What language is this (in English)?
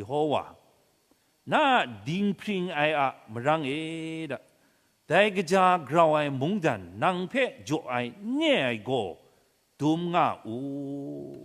Kachin